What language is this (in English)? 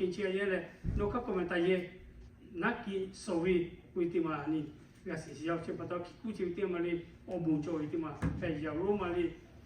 Lahu